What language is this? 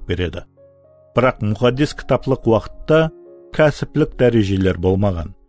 Kara-Kalpak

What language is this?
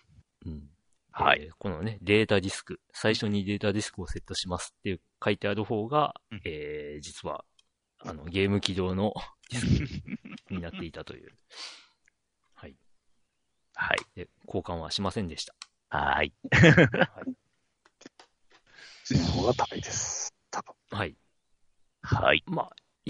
Japanese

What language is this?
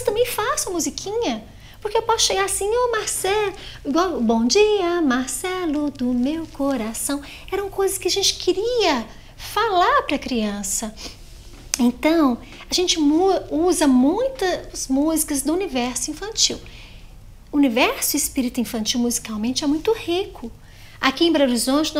Portuguese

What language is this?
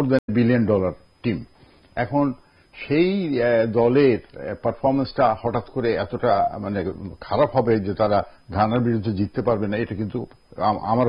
Bangla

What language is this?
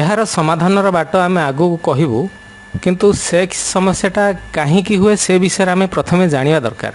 Odia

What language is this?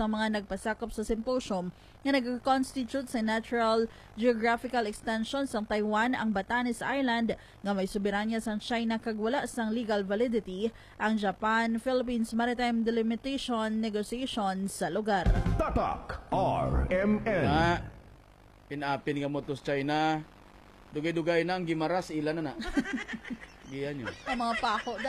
Hiligaynon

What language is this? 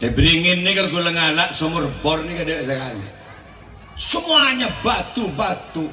Madurese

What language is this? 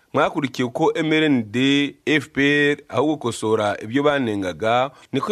Kinyarwanda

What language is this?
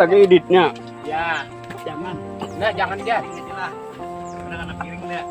Banjar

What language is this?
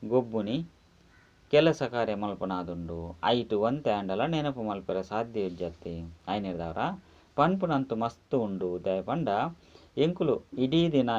Tulu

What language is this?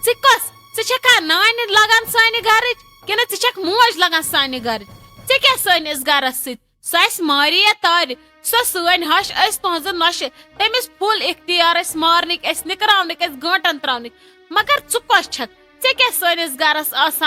Kashmiri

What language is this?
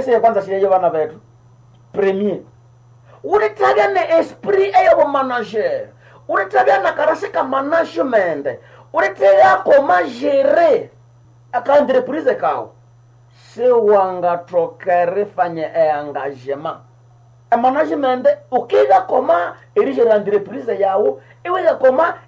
Nande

